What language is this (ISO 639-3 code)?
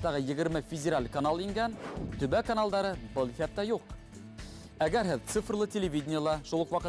bak